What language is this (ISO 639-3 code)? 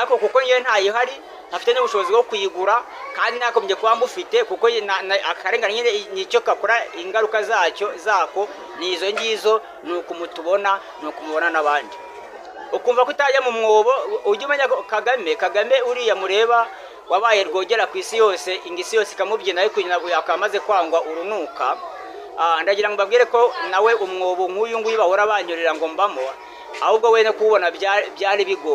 kin